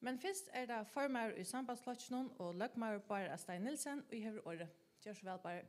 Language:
Faroese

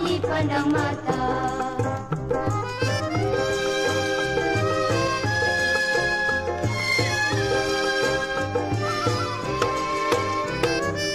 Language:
Malay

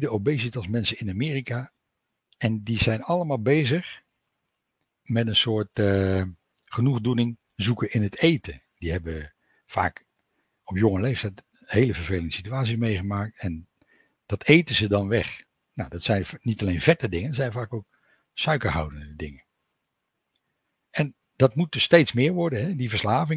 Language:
Dutch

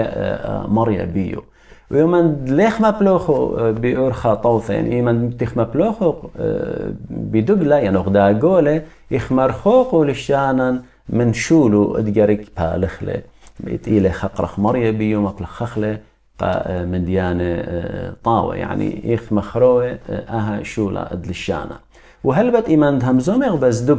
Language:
Assyrian Neo-Aramaic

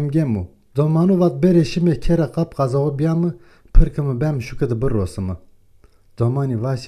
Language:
Zaza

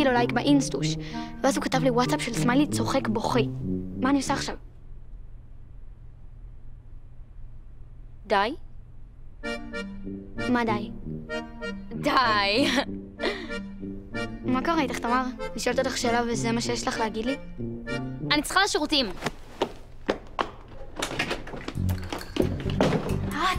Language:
Hebrew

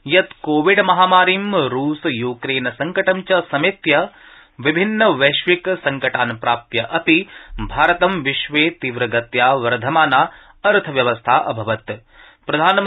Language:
Sanskrit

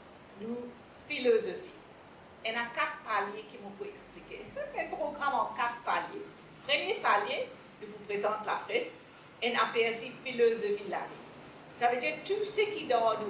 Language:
Morisyen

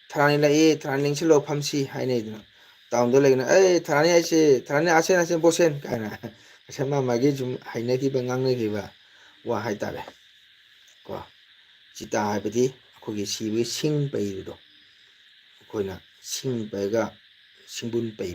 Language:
Manipuri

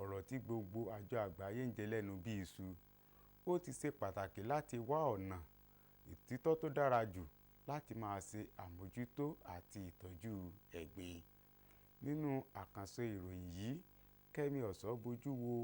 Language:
Yoruba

